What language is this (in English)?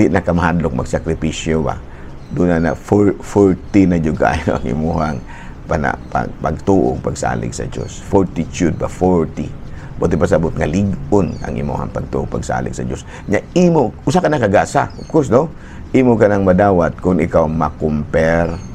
Cebuano